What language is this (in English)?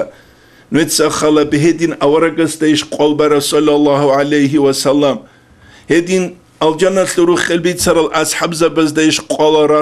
Avaric